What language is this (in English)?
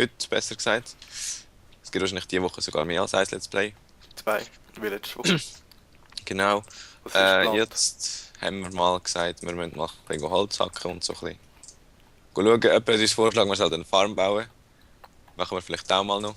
Swiss German